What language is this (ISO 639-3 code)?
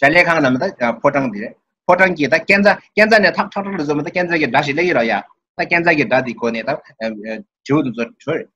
bod